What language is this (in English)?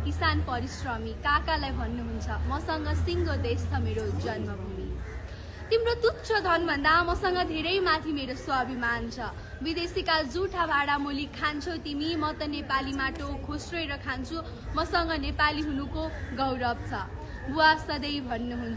Nepali